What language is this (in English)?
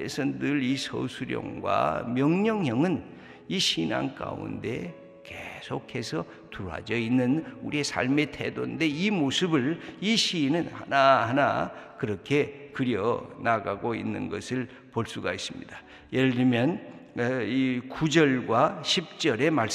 Korean